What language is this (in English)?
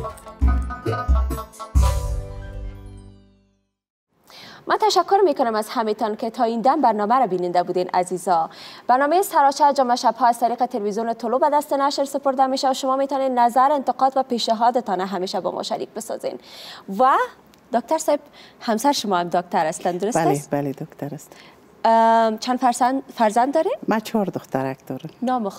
Persian